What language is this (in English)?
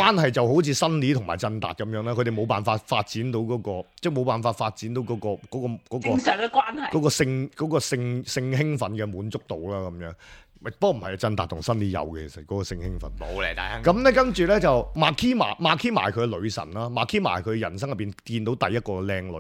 Cantonese